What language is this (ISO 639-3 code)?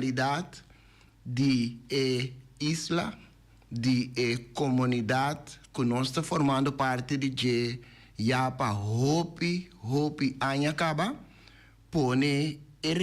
pap